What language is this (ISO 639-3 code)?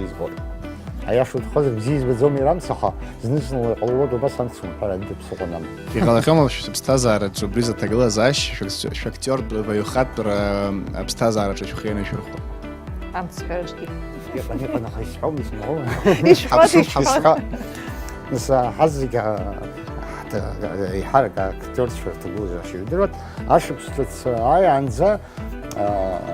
abk